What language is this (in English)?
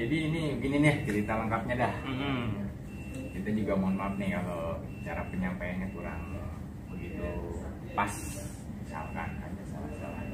Betawi